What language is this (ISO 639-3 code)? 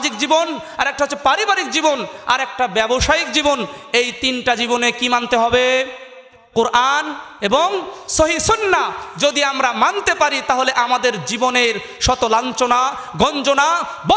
ben